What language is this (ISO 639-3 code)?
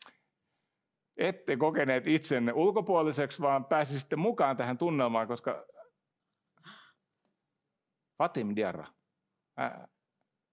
fin